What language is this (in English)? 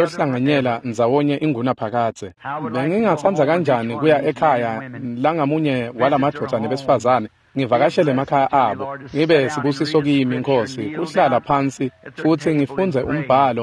Swati